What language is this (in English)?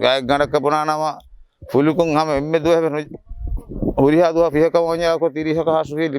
Divehi